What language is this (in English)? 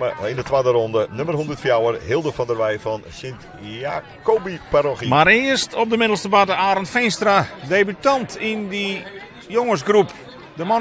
Western Frisian